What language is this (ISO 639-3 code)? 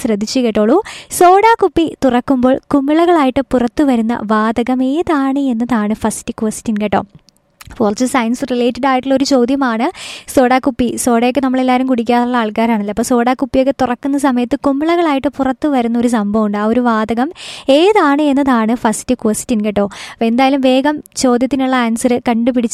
mal